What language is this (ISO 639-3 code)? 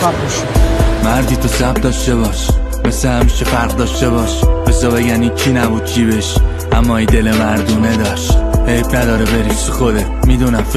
tgk